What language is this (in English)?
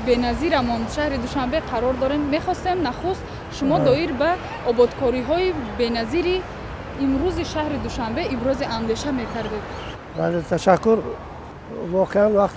Tajik